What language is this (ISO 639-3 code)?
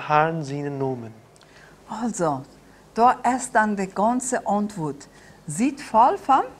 pdt